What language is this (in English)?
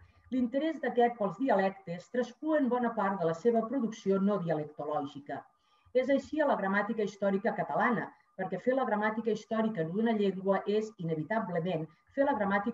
Catalan